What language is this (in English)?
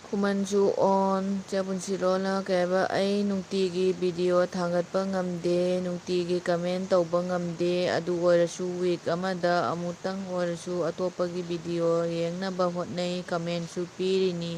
Manipuri